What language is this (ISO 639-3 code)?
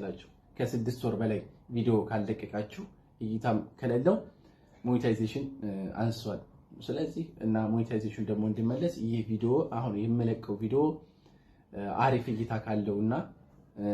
amh